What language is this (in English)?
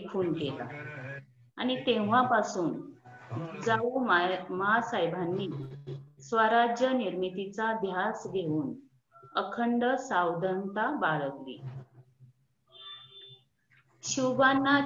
Marathi